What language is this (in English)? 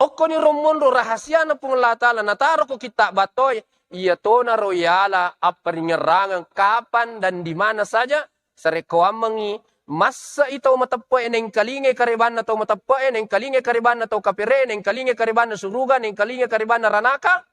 Buginese